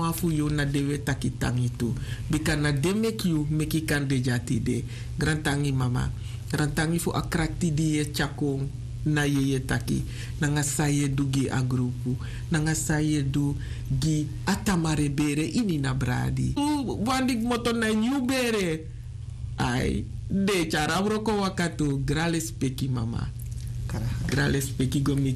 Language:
Sranan Tongo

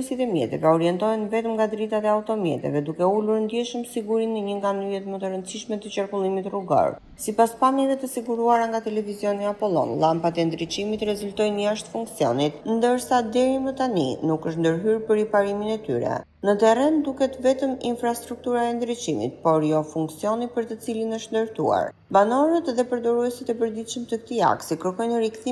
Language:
Albanian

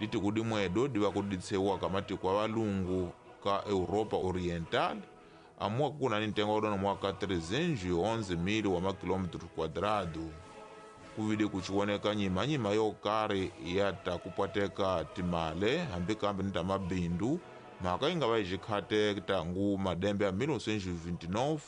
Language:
Tsonga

